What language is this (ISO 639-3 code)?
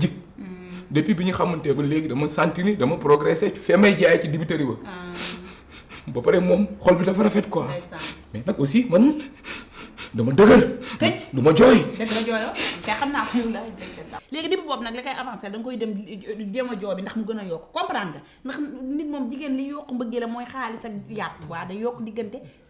wol